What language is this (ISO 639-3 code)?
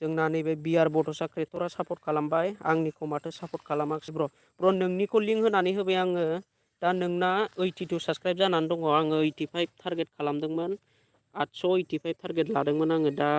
brx